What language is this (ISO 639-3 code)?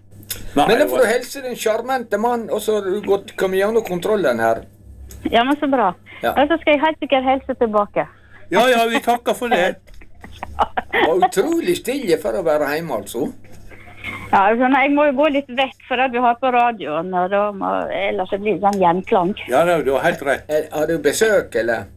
nor